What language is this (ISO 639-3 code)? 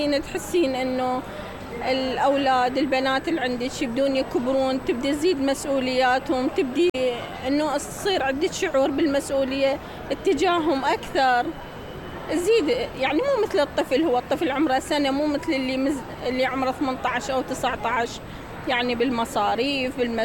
acm